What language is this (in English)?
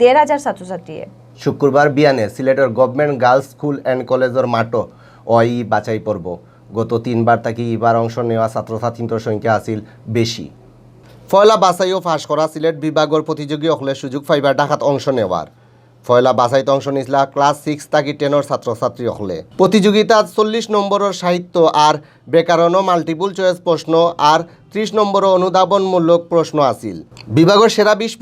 Sylheti